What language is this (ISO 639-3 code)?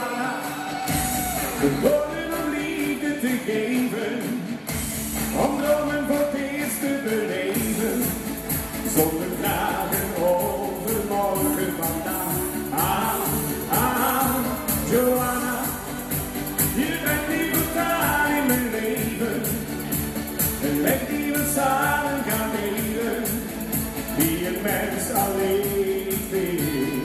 nld